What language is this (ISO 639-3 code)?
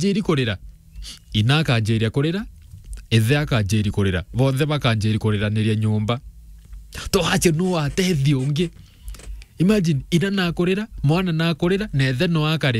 mer